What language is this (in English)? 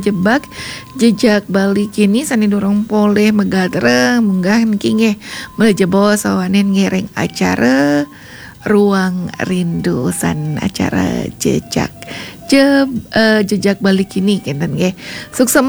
Balinese